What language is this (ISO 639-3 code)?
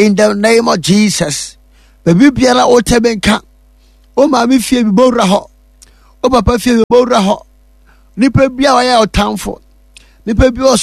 aka